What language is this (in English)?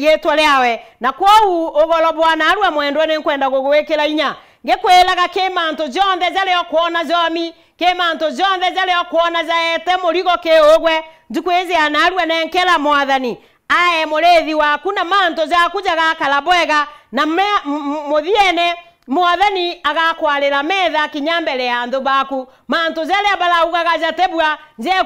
Meru